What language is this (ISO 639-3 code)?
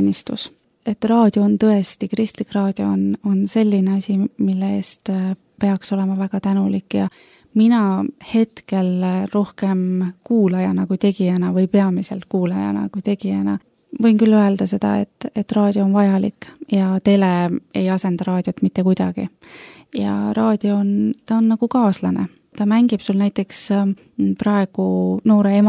est